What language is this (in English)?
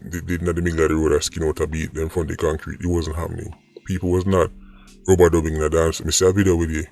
Jamaican Creole English